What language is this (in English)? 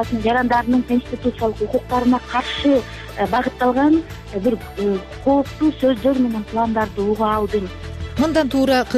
Kyrgyz